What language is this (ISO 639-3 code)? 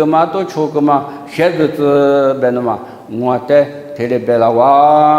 lis